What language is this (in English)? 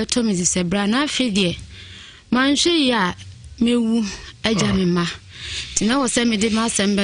Akan